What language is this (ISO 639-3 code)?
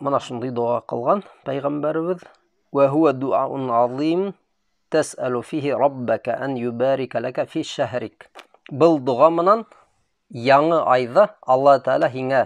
bak